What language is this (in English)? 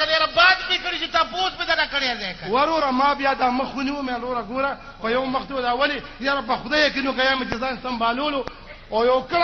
Pashto